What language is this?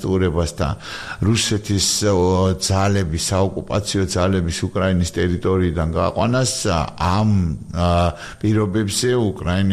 Georgian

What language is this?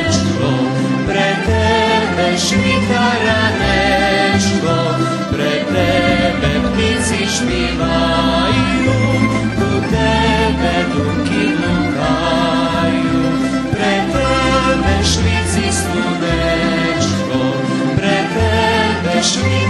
Rusyn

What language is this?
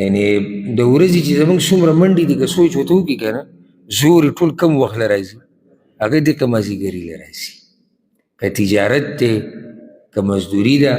Pashto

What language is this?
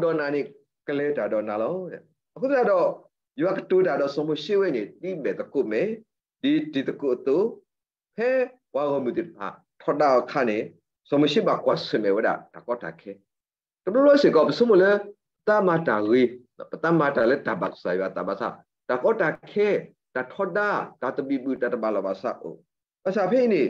S'gaw Karen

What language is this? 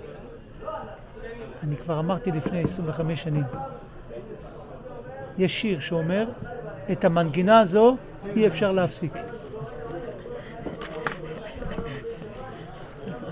Hebrew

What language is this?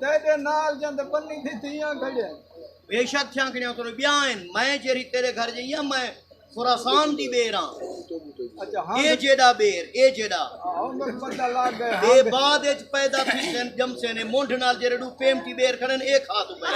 Saraiki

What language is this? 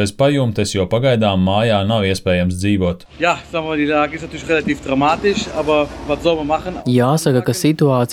Latvian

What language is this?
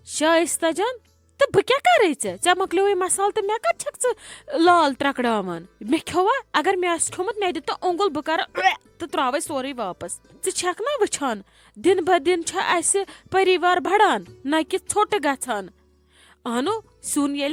Kashmiri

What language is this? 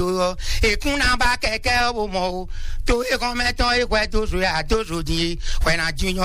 Fon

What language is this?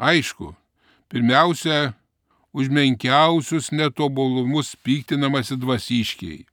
Lithuanian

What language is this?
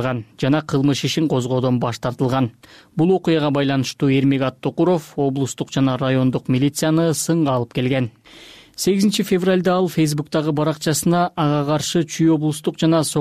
Kyrgyz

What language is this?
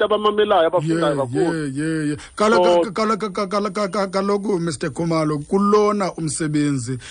Xhosa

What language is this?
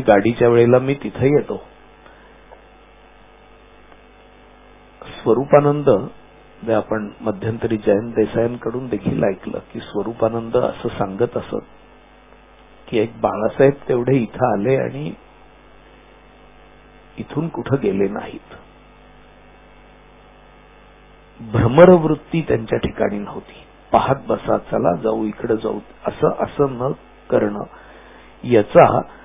Marathi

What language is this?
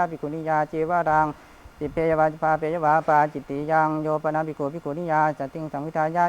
Pali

